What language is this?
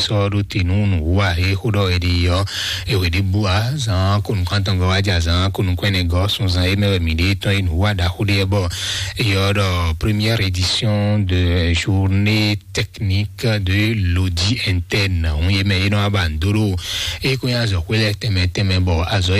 Fon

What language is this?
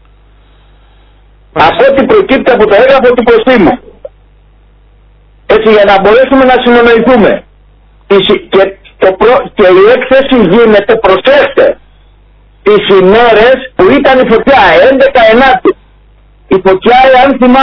Greek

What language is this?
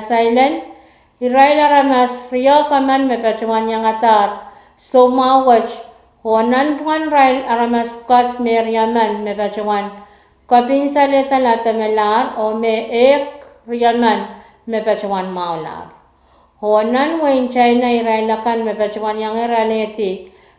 Pohnpeian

